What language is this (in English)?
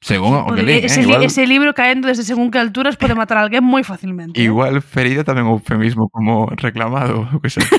Galician